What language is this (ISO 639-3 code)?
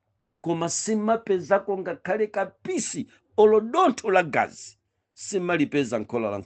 nya